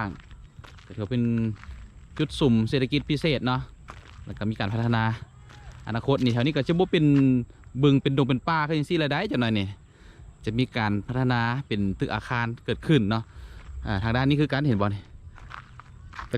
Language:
Lao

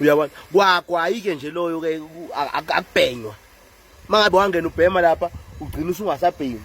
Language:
Zulu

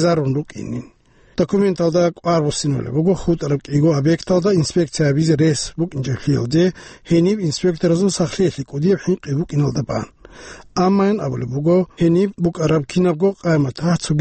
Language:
Avaric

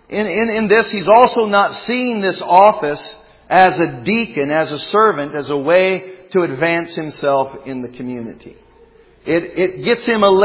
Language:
English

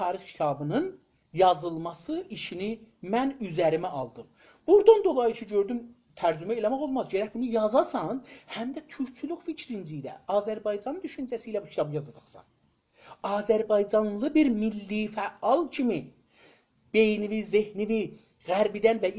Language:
South Azerbaijani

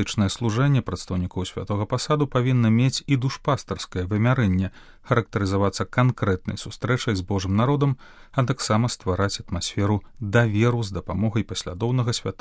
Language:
Belarusian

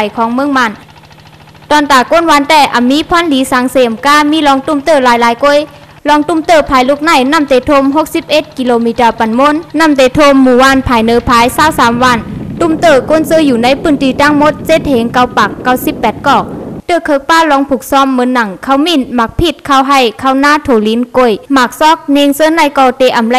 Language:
Shan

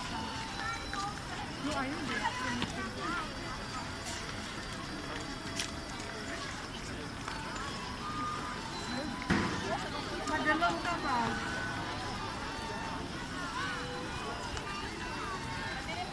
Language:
Filipino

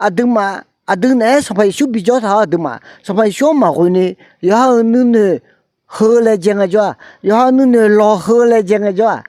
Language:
Akha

